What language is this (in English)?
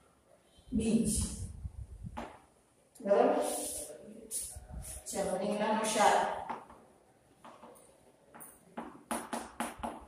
Gujarati